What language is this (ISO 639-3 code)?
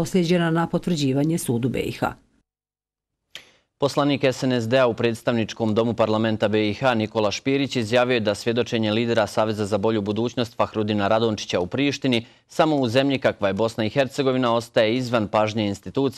bos